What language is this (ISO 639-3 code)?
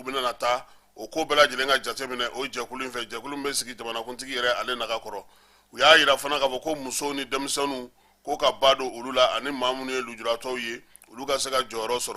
bam